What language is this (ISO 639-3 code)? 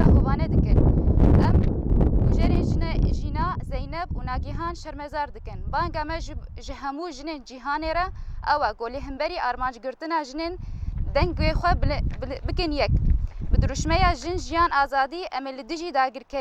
kur